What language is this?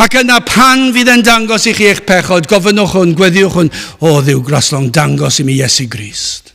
Welsh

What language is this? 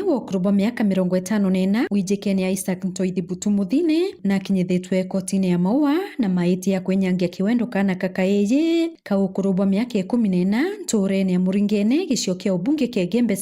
Meru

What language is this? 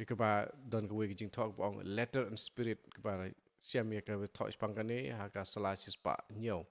Khasi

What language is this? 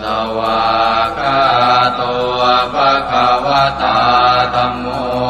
Pali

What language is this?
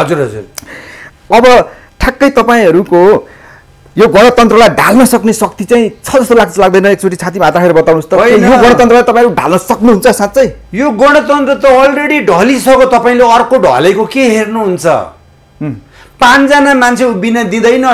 Nepali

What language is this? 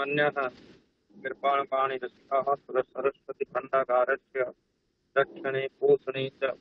Sanskrit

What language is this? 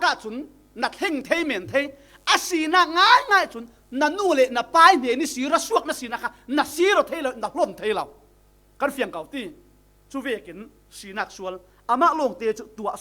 Falam Chin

